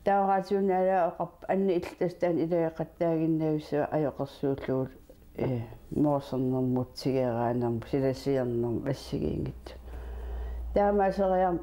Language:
Kalaallisut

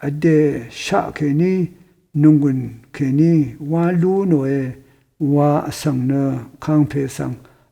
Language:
Rawang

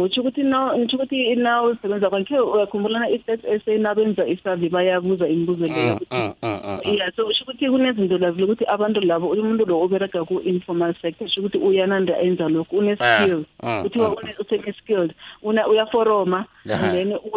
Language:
South Ndebele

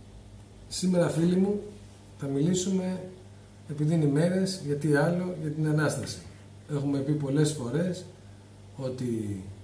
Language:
Greek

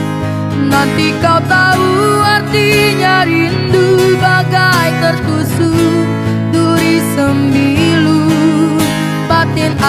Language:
Indonesian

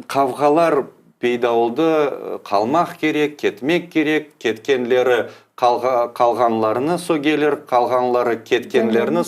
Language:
Crimean Tatar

